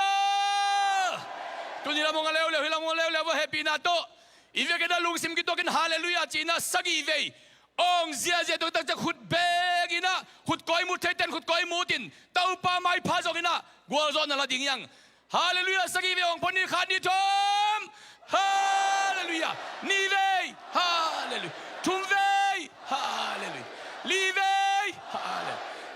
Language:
Tedim Chin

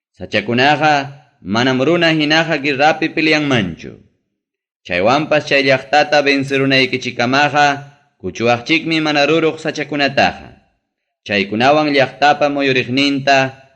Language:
Ayacucho Quechua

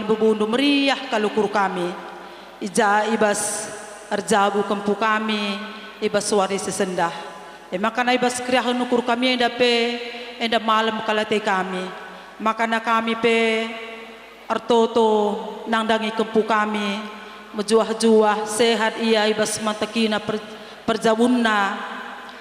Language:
Batak Karo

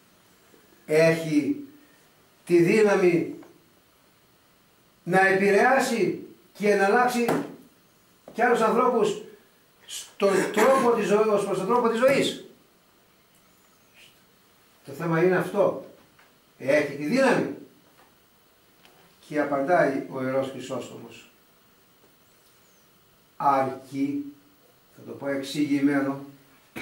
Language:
Greek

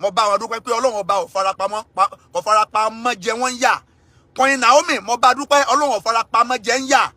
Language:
Yoruba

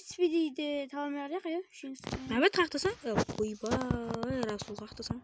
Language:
Kara-Kalpak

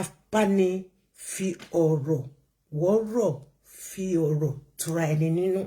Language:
Yoruba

